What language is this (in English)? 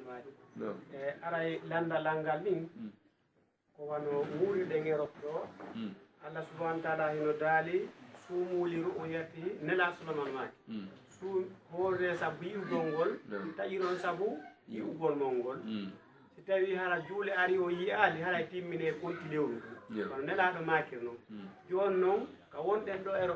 Fula